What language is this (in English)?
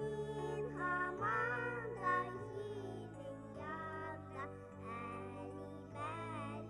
Bashkir